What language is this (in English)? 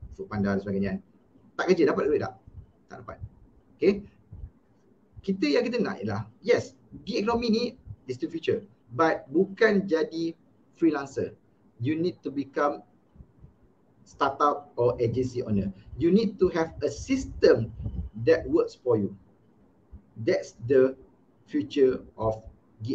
Malay